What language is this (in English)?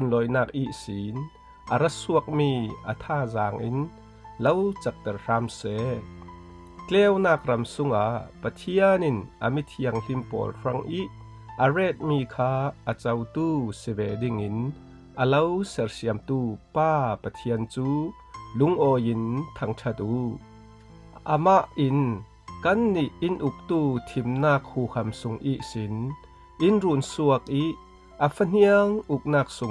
Falam Chin